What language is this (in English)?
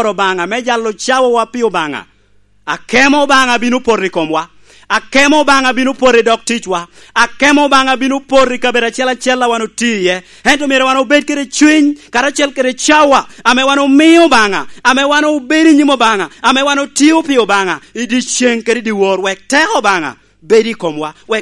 Lango (Uganda)